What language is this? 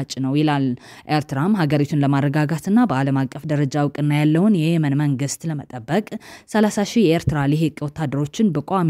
Amharic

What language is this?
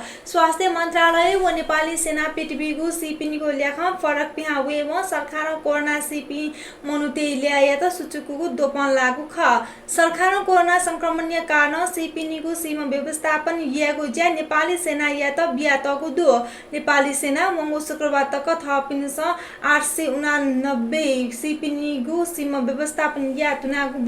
Newari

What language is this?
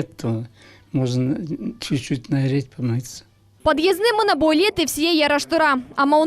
Crimean Tatar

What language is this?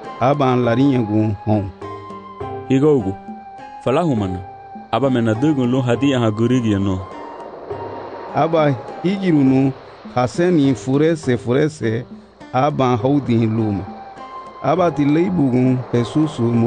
Garifuna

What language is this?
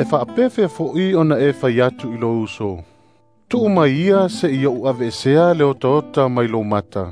Samoan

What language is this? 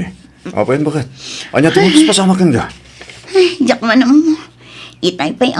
Iloko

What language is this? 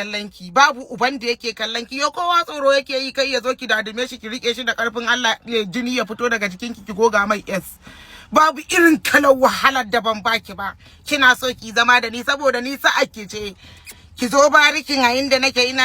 Hausa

